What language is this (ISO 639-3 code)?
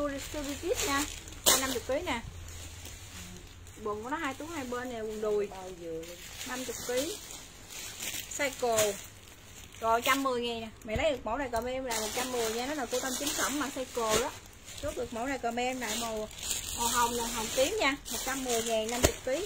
vie